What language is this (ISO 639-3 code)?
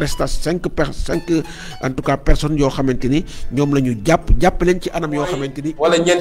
wol